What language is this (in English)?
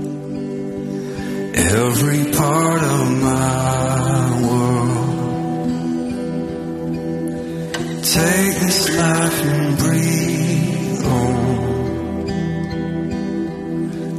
Afrikaans